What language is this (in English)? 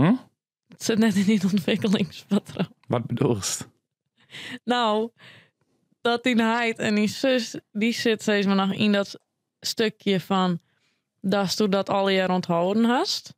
Western Frisian